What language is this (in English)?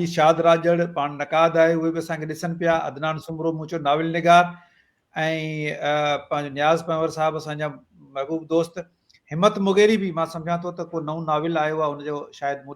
Sindhi